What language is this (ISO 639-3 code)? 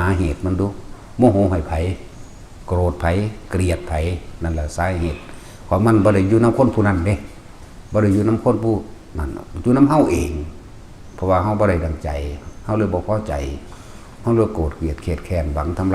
lao